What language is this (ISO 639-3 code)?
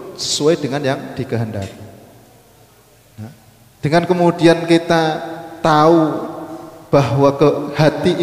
ind